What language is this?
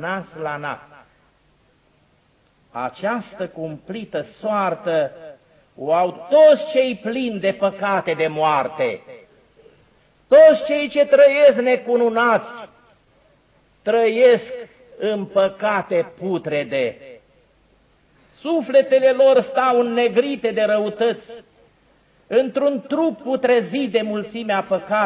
Romanian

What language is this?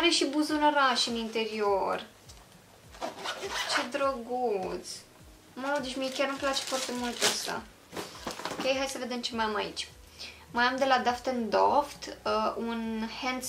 Romanian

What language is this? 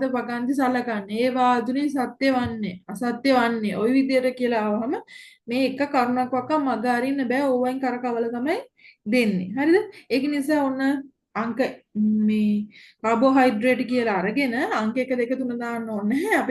Sinhala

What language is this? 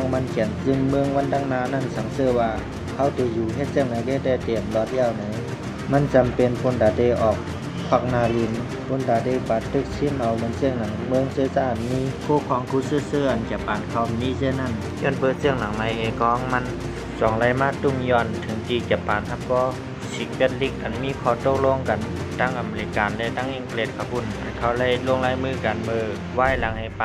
Shan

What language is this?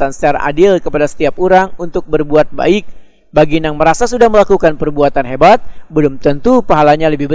Banjar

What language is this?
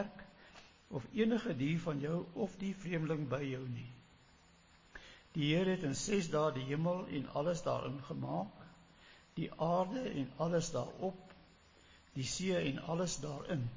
Afrikaans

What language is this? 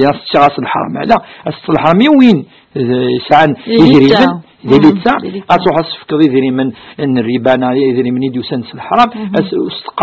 Kabyle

